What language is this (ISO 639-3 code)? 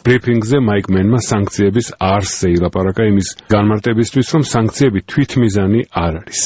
kat